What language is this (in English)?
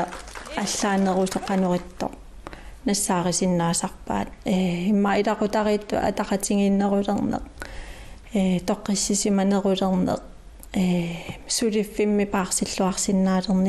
Kalaallisut